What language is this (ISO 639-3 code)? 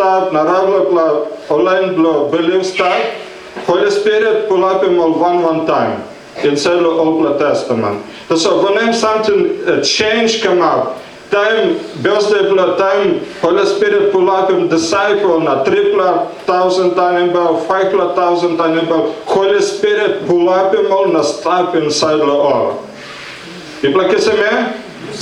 tpi